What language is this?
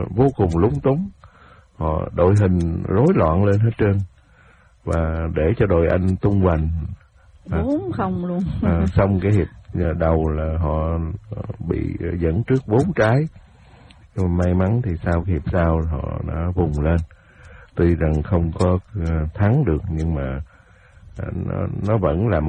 Vietnamese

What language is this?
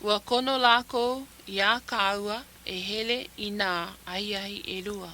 Hawaiian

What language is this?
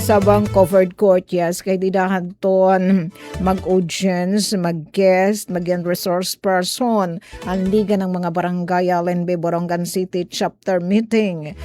Waray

